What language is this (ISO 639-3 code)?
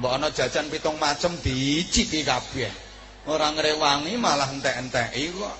jav